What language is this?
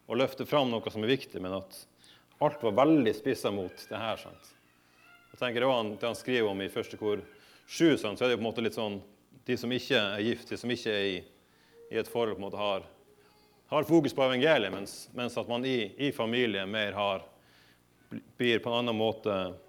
Norwegian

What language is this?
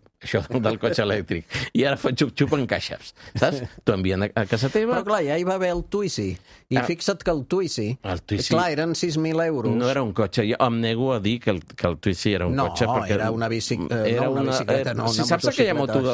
Catalan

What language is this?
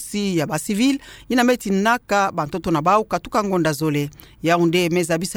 Kituba (Democratic Republic of Congo)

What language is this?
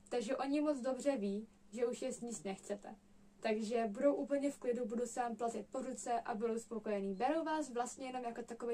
Czech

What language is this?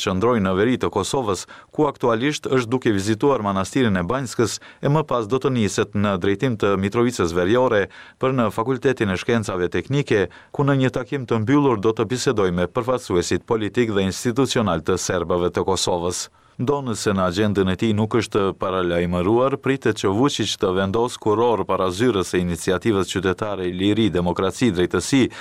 Albanian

